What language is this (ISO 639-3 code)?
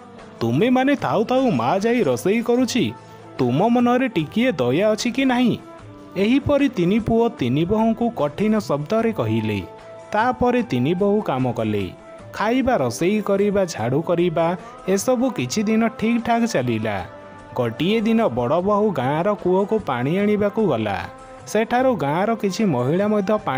ori